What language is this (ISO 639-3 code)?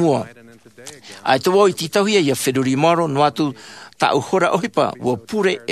tah